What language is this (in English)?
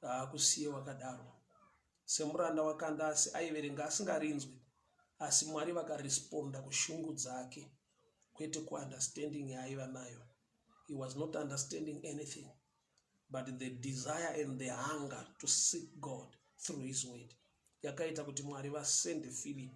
Shona